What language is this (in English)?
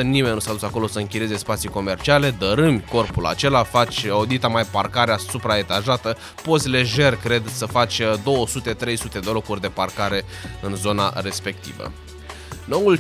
Romanian